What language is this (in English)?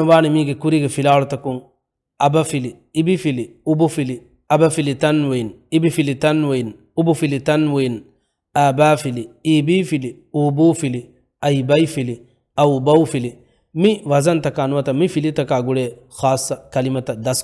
Divehi